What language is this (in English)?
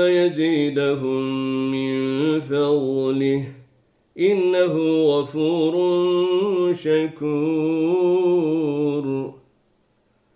Arabic